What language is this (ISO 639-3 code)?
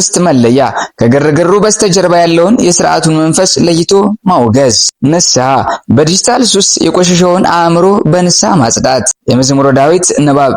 amh